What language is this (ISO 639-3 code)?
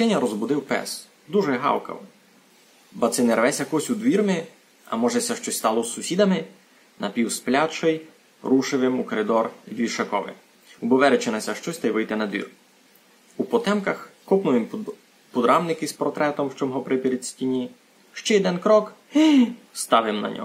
rue